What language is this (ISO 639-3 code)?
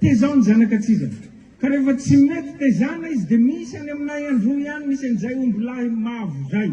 mlg